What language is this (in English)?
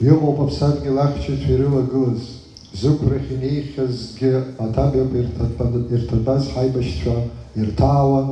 Abkhazian